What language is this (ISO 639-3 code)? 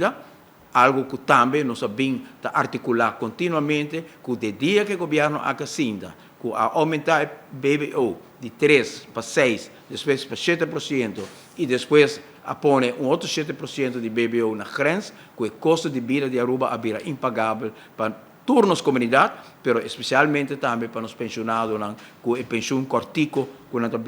pap